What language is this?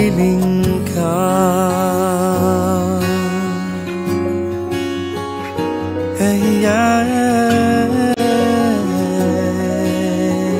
Filipino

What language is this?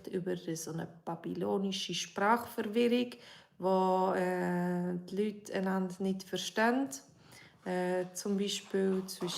Swiss German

